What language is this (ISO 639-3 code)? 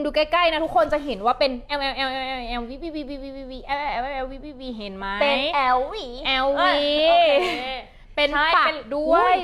tha